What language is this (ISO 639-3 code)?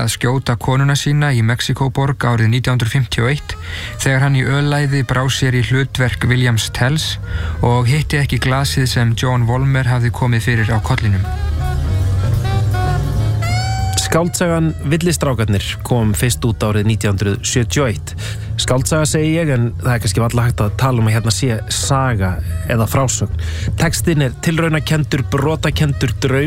isl